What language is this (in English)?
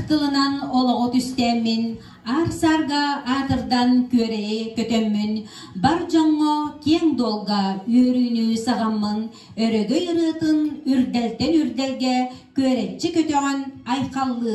Yakut